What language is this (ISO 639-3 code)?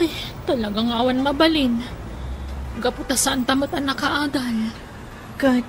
ilo